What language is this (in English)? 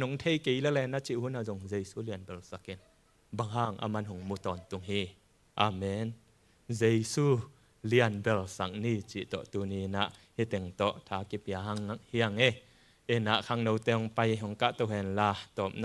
Tedim Chin